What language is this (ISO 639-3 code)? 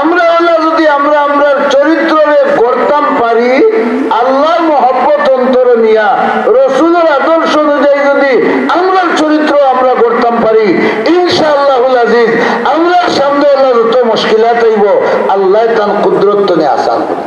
syl